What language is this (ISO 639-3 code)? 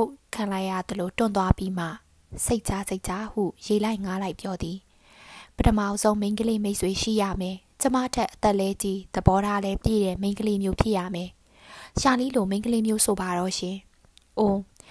mya